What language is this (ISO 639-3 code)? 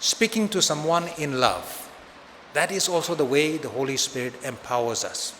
nmf